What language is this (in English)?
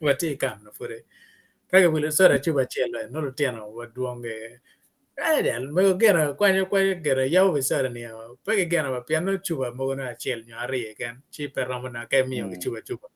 Acoli